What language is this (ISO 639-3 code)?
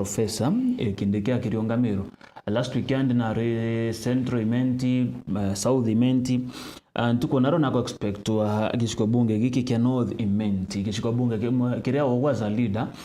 mer